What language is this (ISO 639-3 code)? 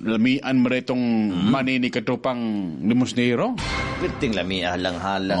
ceb